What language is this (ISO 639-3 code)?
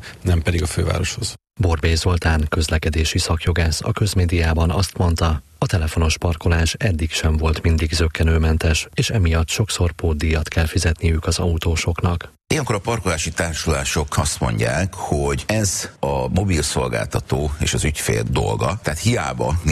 hun